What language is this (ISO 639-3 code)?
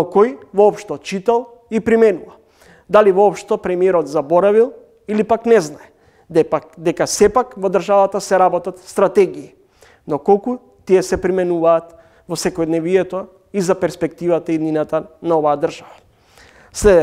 mkd